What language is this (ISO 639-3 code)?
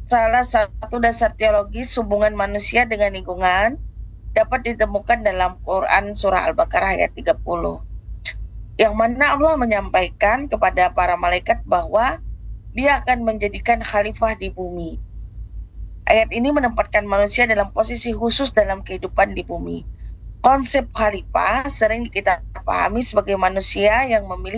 ind